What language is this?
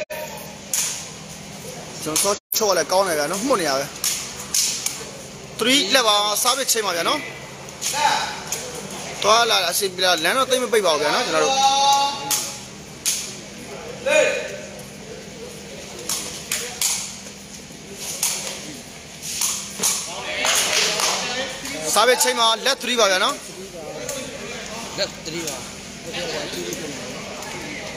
Burmese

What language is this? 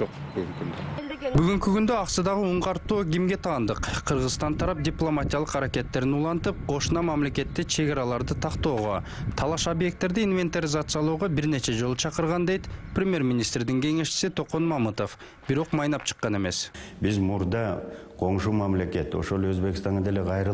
Kyrgyz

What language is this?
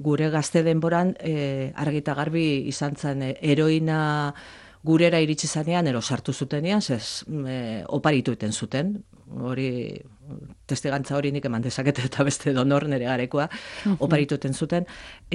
Basque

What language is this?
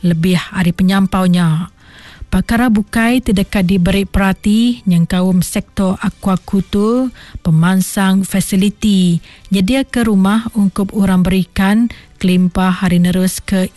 Iban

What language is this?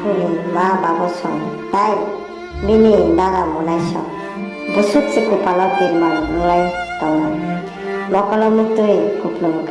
Kok Borok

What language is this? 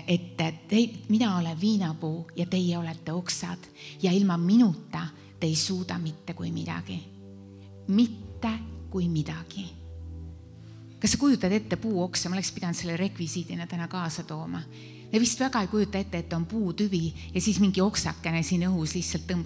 Estonian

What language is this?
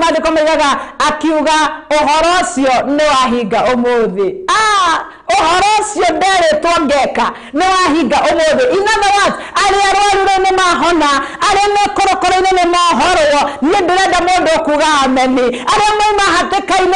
Kikuyu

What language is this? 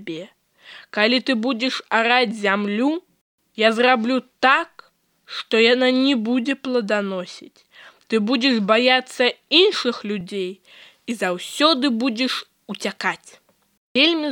Belarusian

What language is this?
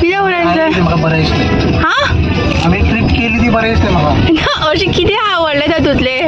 Konkani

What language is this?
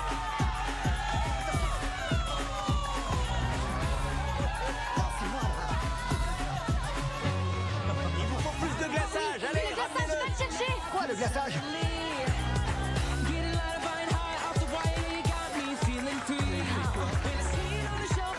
French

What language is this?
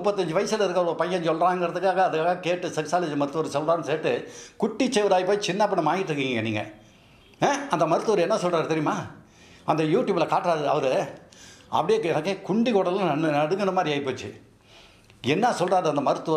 Tamil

